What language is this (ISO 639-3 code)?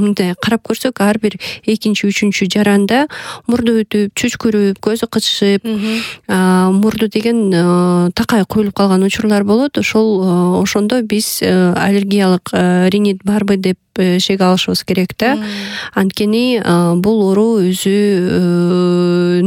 kir